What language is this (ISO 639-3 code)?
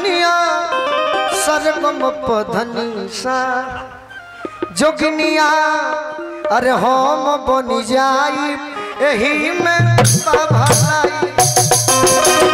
bho